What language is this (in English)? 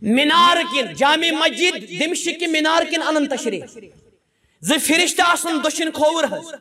Kashmiri